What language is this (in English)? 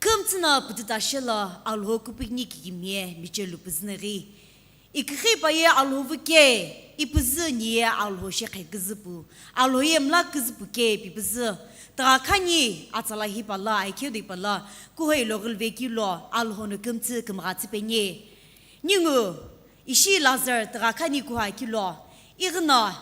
Sumi Naga